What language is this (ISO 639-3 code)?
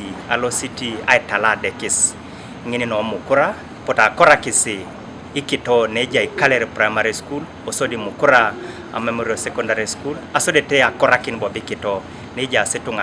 teo